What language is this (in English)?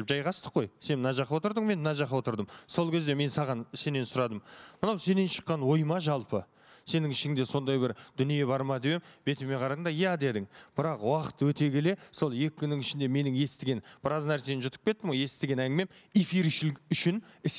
Kazakh